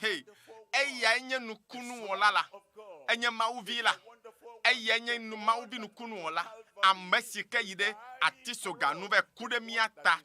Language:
Ewe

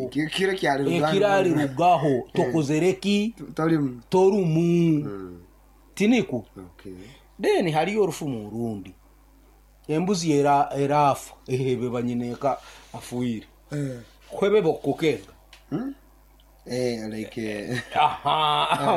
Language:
Nyoro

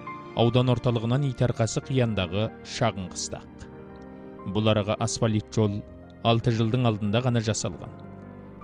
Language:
Kazakh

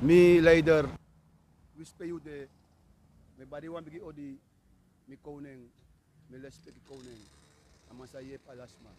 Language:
Sranan Tongo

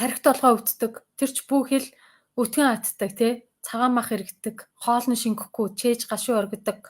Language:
Mongolian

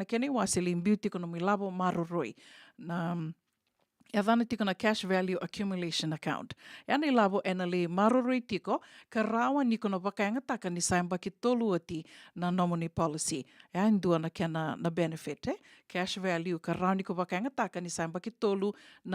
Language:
Fijian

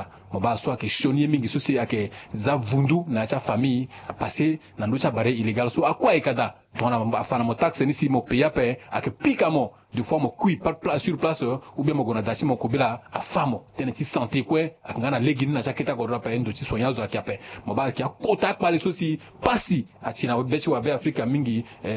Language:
Sango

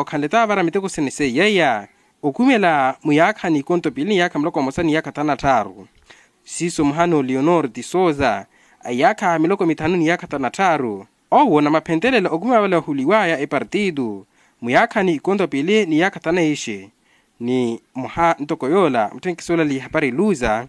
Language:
Makhuwa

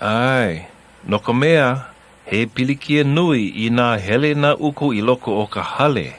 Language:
Hawaiian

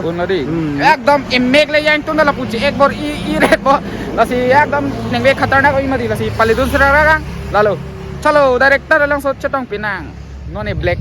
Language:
Karbi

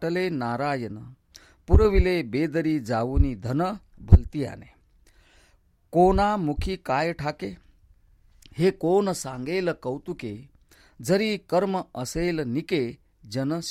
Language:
Marathi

